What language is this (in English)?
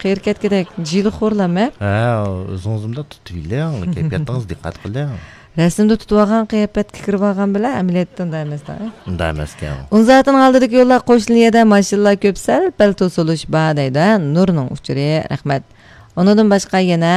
Uyghur